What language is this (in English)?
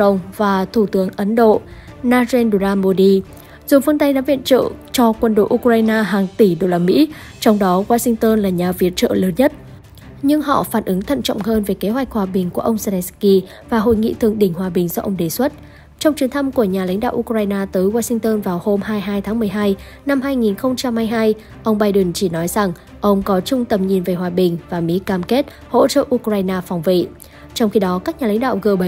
Vietnamese